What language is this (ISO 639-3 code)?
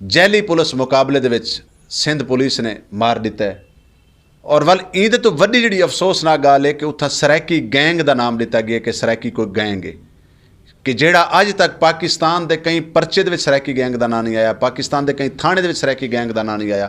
skr